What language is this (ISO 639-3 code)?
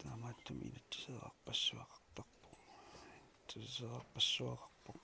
kal